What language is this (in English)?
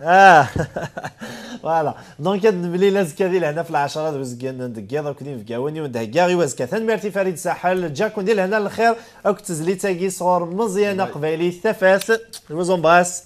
Kabyle